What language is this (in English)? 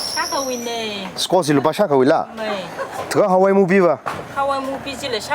Tangkhul Naga (India)